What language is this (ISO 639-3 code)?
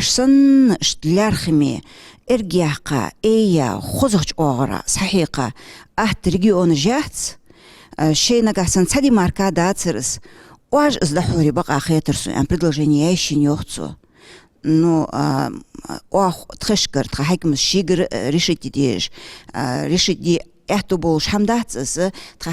inh